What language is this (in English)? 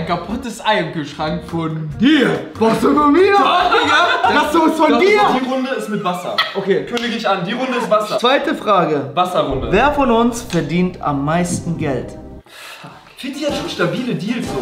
German